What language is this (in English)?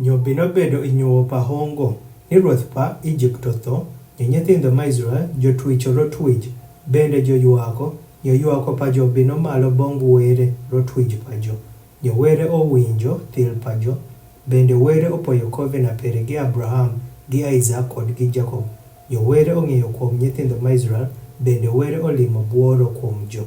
Adhola